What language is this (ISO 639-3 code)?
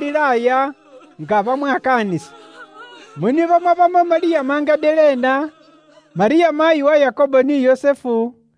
luy